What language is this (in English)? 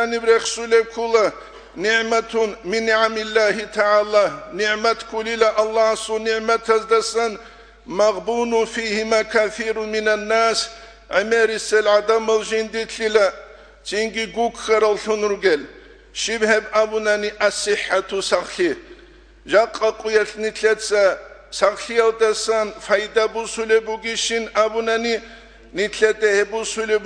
Avaric